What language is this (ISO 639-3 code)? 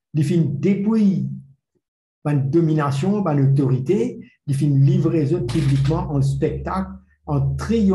mfe